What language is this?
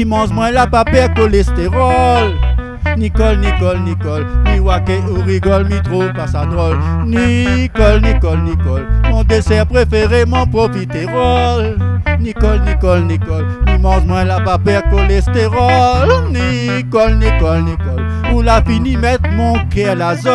Réunion Creole French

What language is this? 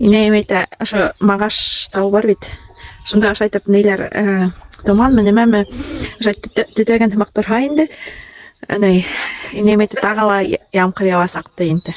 Bashkir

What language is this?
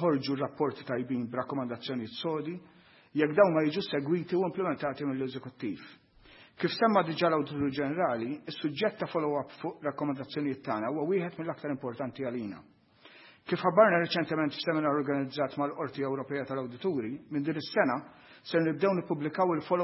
Maltese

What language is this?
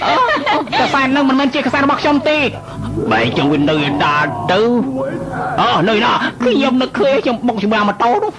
Khmer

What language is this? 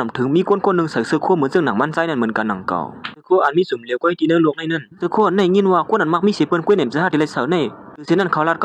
Shan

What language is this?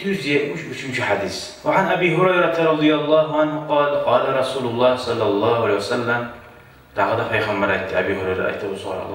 Kumyk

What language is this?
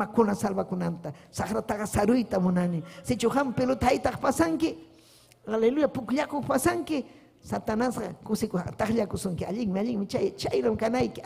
Ayacucho Quechua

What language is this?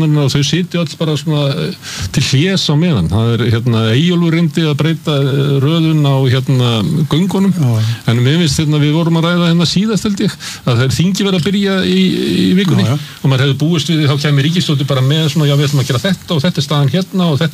Icelandic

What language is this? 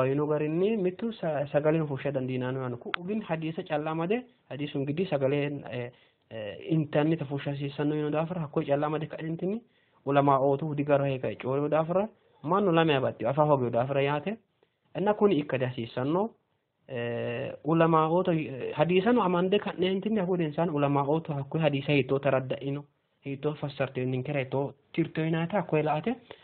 Sidamo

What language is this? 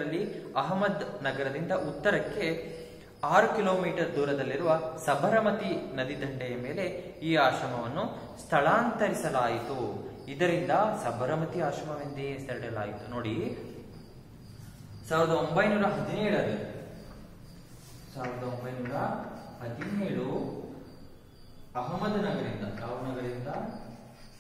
Kannada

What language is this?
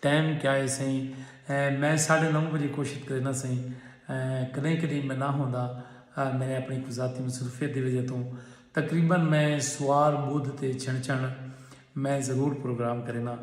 Saraiki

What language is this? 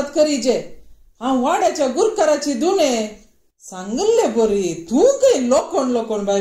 Konkani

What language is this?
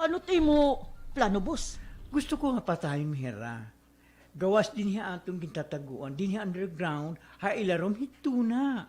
Waray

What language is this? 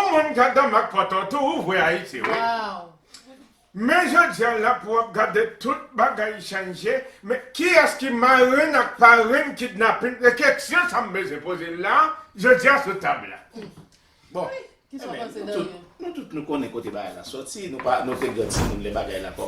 Haitian Creole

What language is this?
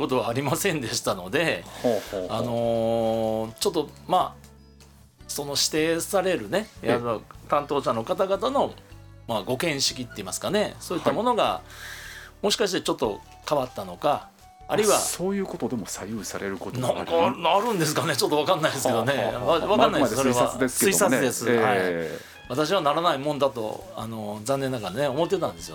Japanese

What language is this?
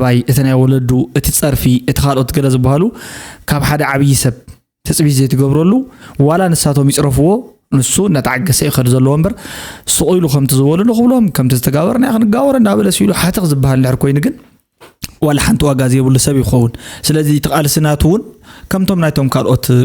Tigrinya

